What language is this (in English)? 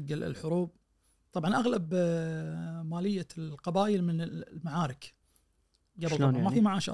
Najdi Arabic